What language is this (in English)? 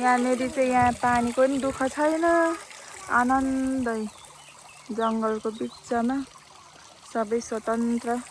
Nepali